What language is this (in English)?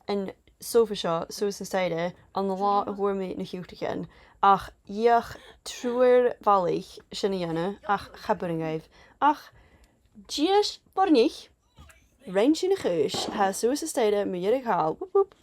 Scottish Gaelic